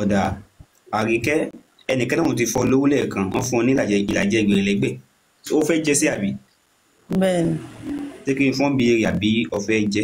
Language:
Yoruba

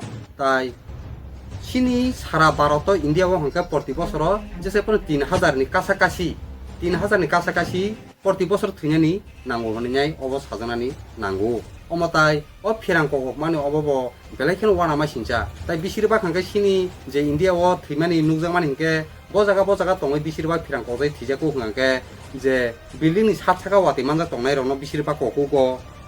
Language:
Kok Borok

